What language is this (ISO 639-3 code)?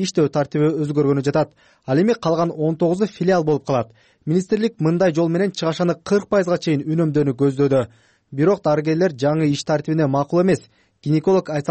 kir